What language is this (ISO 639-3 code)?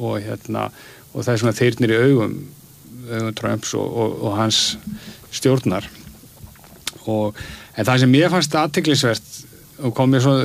isl